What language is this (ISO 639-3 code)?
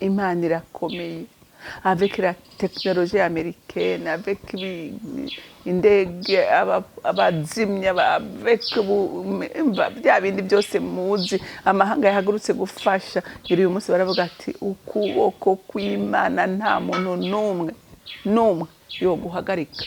run